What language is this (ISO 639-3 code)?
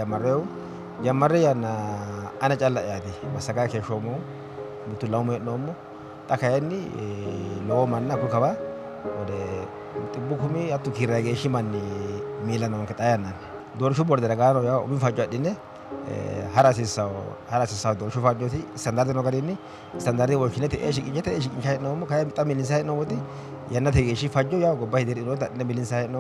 sid